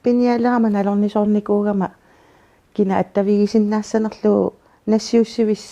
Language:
Kalaallisut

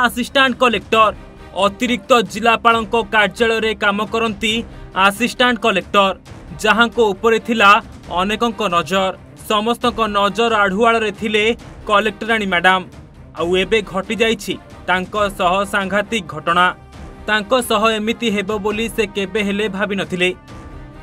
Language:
Odia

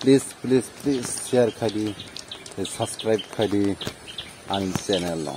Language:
Kok Borok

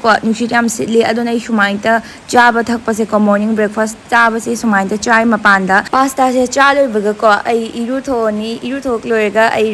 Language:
Manipuri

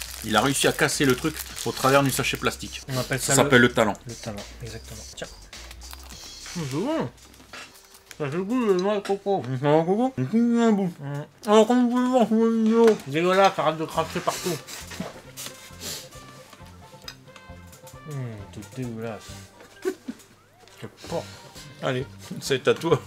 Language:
French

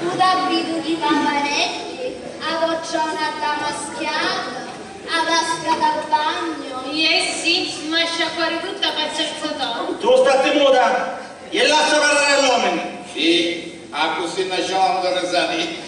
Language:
Sicilian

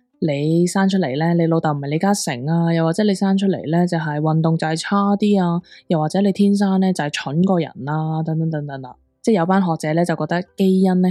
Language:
Cantonese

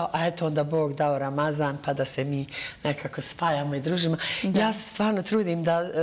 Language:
Bosnian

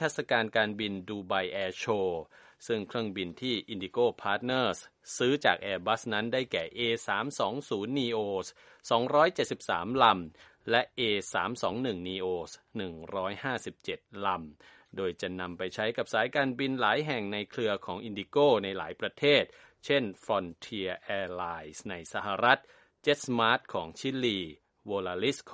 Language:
Thai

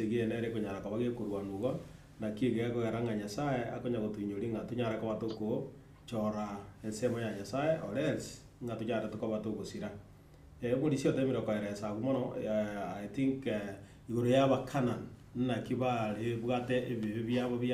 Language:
Gusii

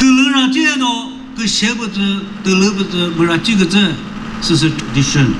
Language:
Chokri Naga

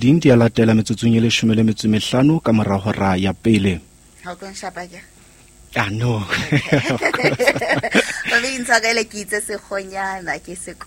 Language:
Southern Sotho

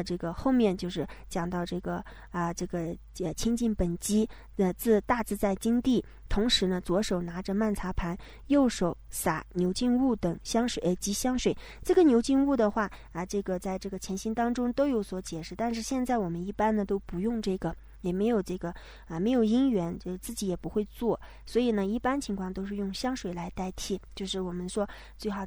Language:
Chinese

